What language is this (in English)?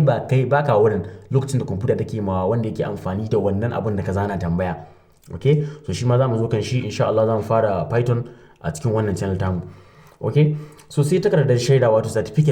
Hausa